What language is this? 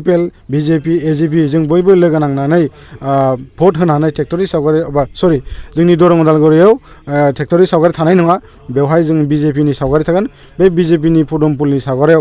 Bodo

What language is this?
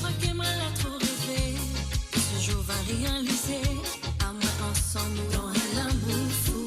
Morisyen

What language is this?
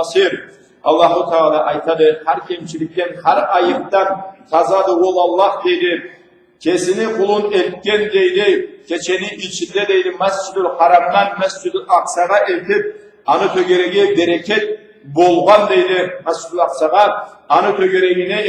Karachay-Balkar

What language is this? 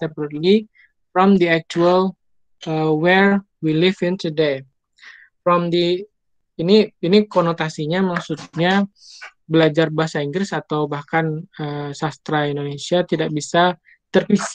Indonesian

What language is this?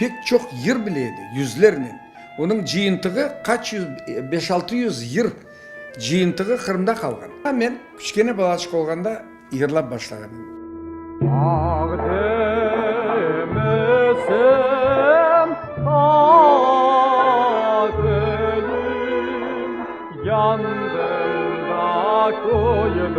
Crimean Tatar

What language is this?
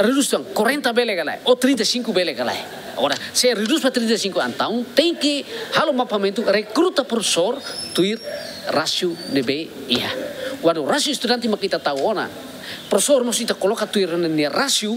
Tetum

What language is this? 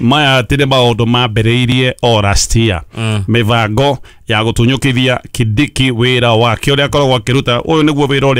Kikuyu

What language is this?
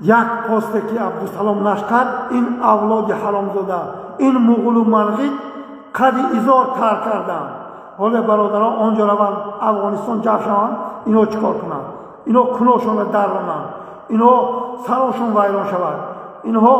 Tajik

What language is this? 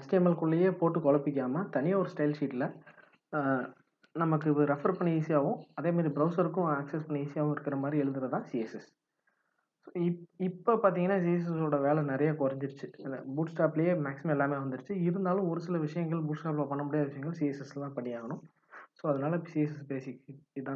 Tamil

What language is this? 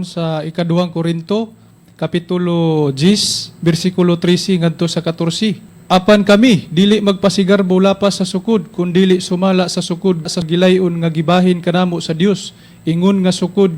Cebuano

